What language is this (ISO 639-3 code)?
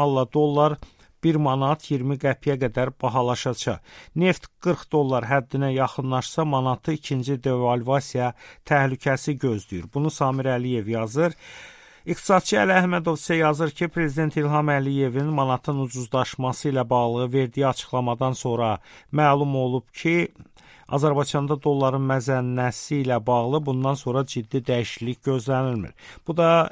aze